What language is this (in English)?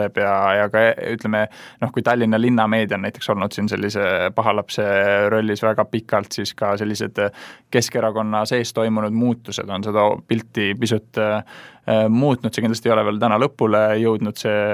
Estonian